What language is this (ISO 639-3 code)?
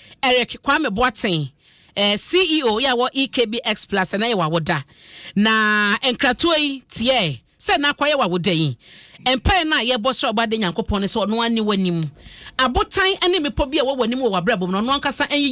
aka